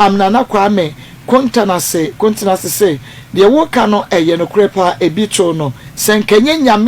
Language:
Akan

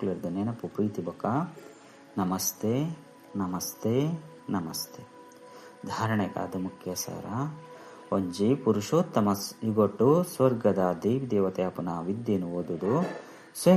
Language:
Tulu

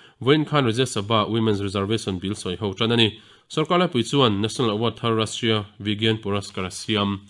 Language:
Mizo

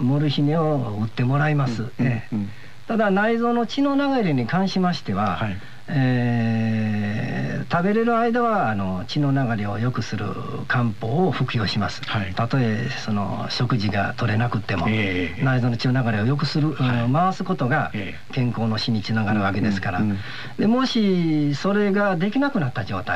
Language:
Japanese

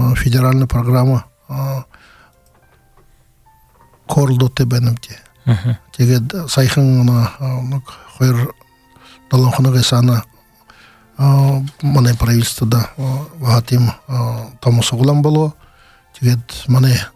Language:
Buriat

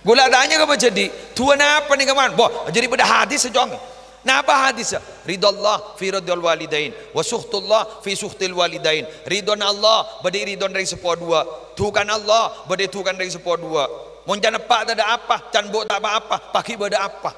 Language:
Madurese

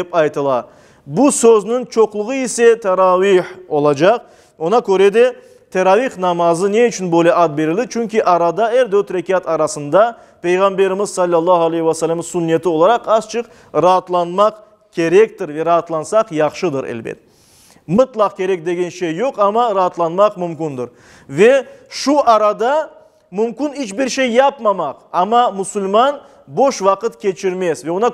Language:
Crimean Tatar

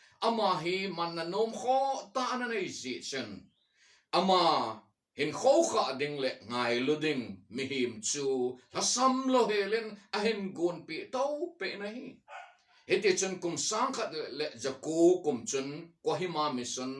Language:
Thado Chin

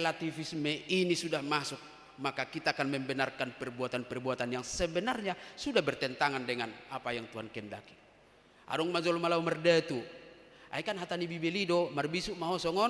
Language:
Batak Toba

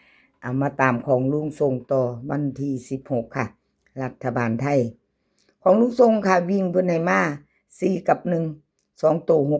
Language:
Northeastern Thai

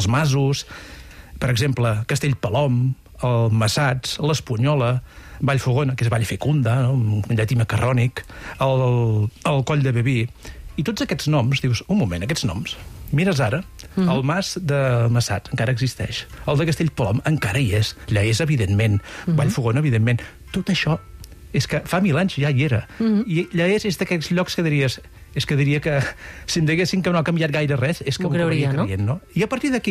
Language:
Catalan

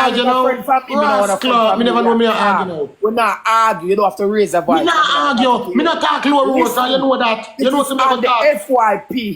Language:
Jamaican Creole English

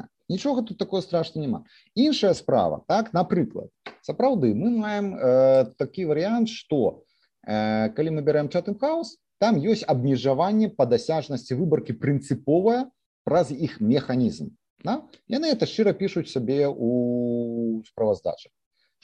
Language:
Belarusian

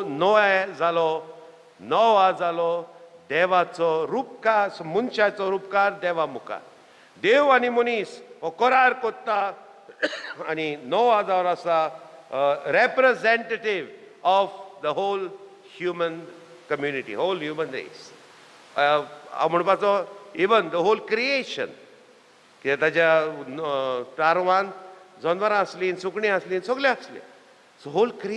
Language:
Konkani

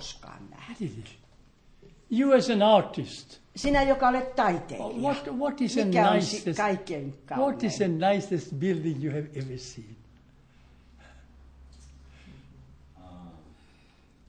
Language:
Finnish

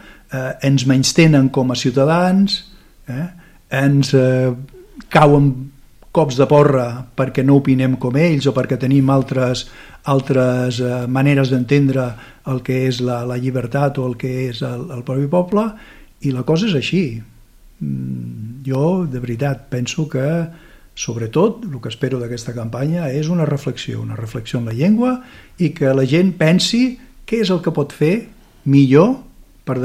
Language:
Catalan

